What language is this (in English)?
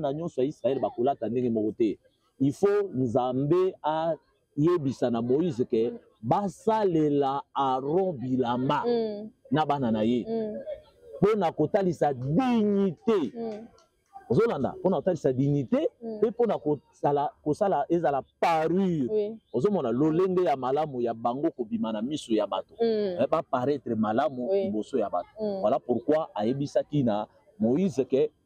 Lingala